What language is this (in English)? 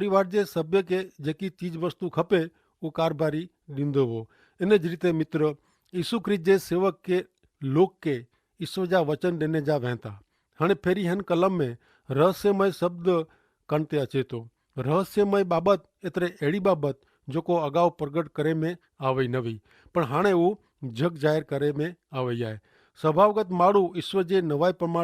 Kachhi